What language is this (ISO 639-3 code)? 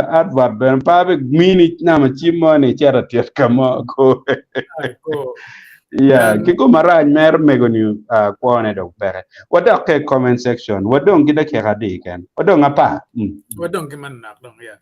ach